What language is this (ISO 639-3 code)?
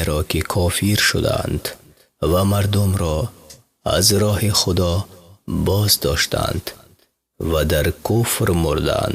fas